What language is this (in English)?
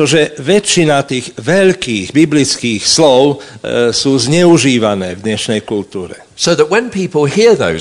Slovak